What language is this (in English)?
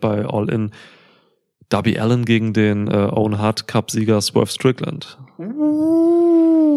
German